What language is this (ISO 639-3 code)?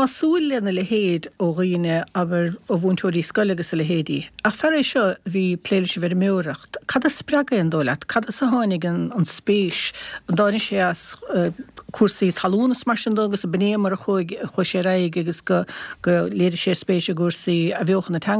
gle